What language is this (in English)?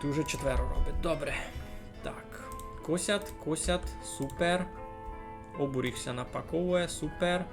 Rusyn